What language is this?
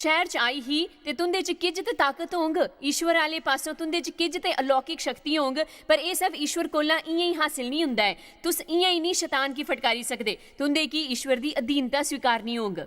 Dogri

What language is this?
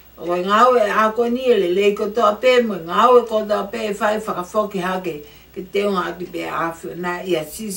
Tongan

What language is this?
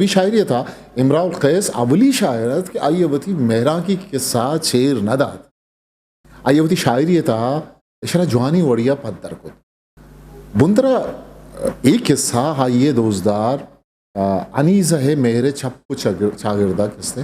Eastern Balochi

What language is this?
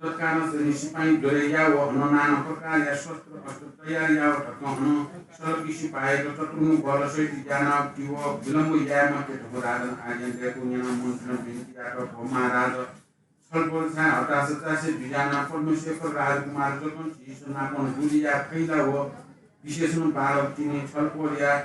Newari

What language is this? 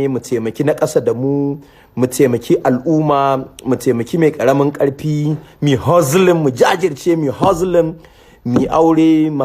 Hausa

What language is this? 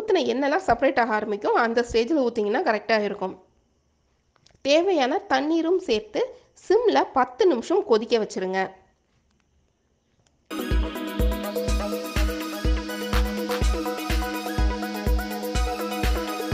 Tamil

